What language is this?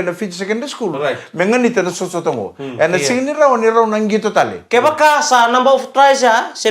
Fijian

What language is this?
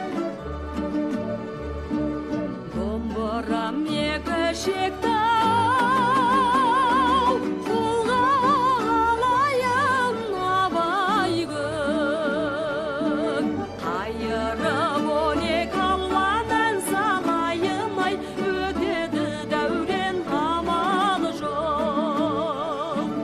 Kazakh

